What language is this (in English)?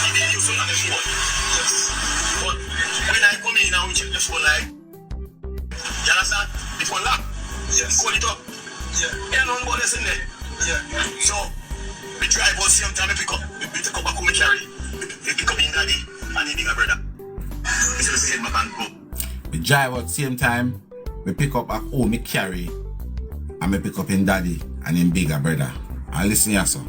Jamaican Creole English